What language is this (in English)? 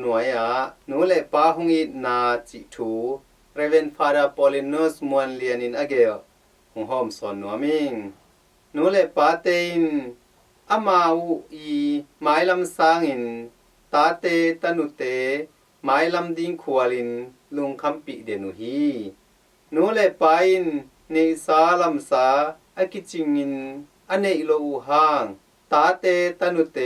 Tedim Chin